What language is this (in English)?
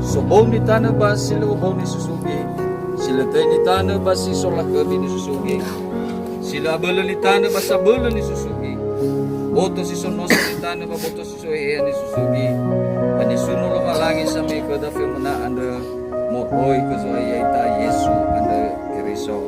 Nias